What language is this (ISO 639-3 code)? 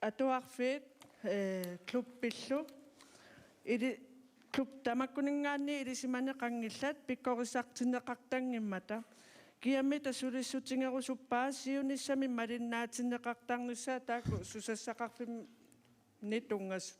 kal